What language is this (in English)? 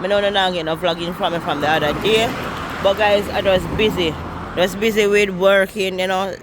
Jamaican Creole English